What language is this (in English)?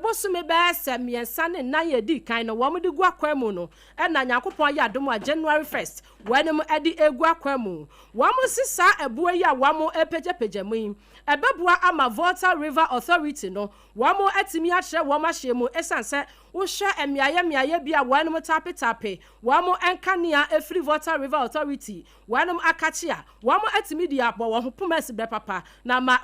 Akan